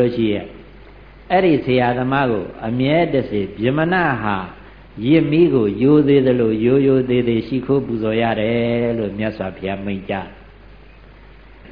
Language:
Burmese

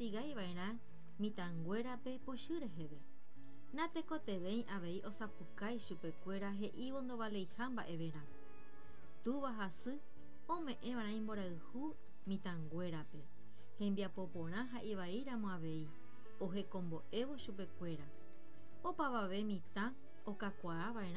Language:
Guarani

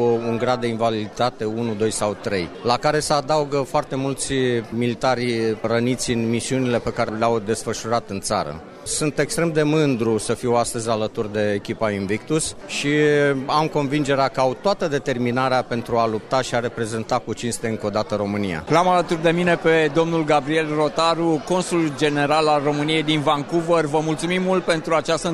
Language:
Romanian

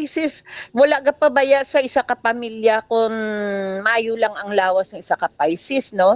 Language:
Hiligaynon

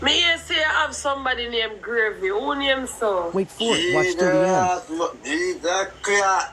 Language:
Jamaican Creole English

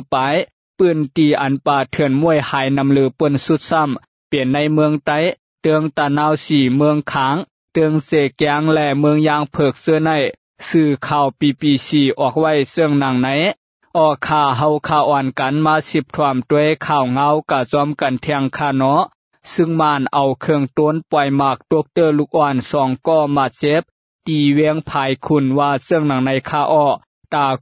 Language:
Lao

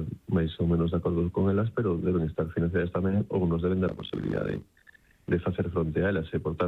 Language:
Galician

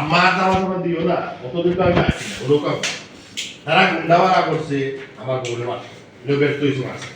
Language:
Sylheti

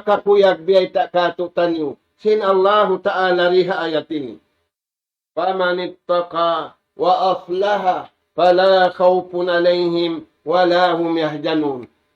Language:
Tausug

